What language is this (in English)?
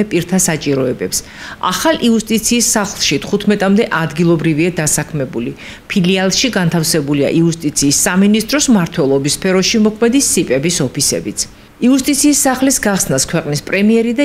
Georgian